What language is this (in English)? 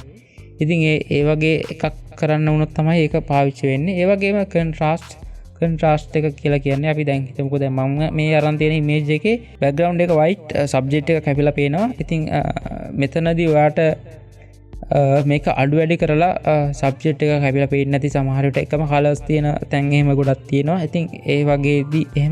Sinhala